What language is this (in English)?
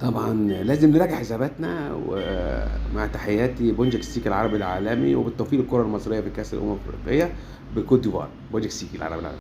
Egyptian Arabic